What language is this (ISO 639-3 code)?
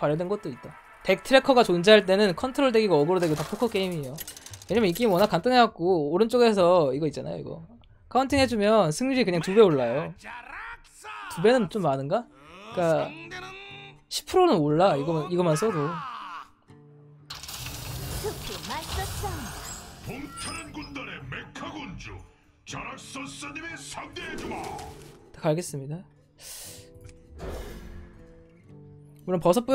kor